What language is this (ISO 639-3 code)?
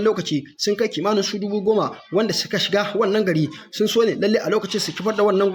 hau